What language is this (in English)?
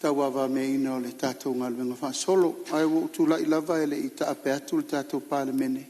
Samoan